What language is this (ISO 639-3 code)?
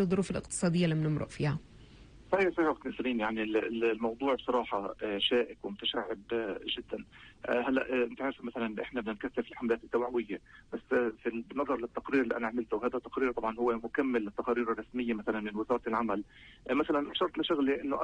apc